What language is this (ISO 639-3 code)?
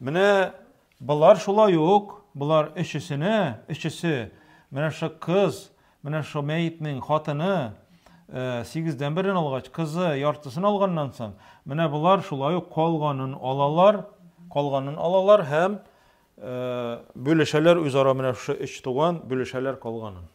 tat